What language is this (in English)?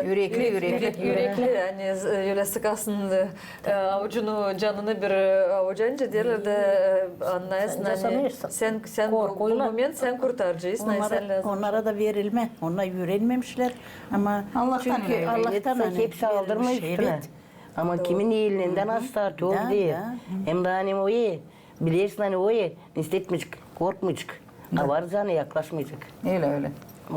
Gagauz